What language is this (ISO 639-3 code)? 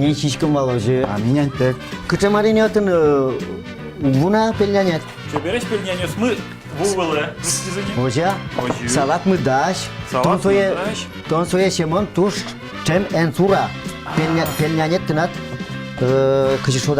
udm